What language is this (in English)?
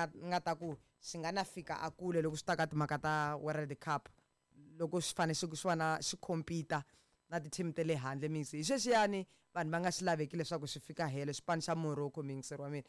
Tsonga